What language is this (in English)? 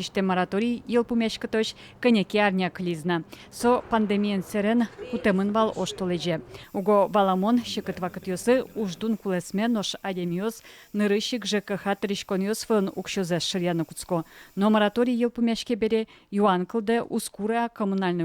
Udmurt